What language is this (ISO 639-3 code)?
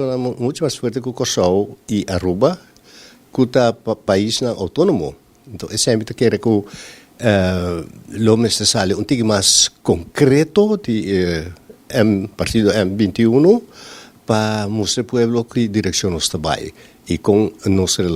pap